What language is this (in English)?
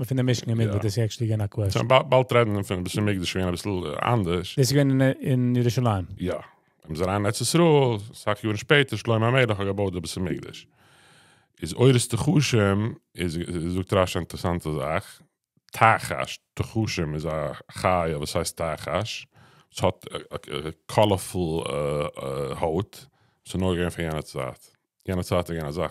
Yiddish